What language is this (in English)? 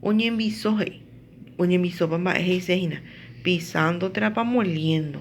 Guarani